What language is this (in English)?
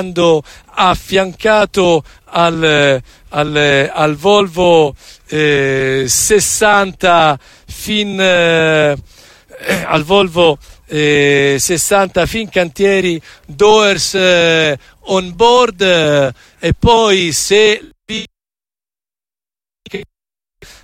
Italian